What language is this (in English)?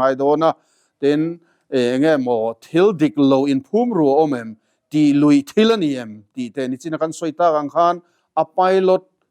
Mizo